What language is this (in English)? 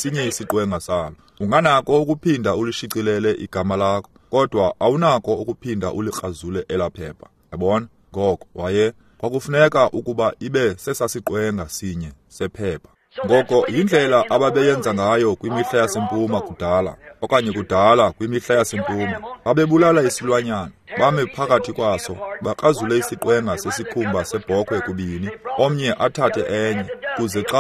Xhosa